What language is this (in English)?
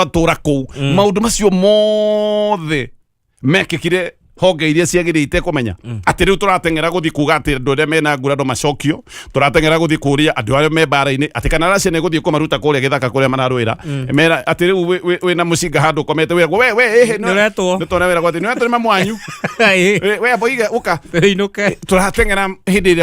Kikuyu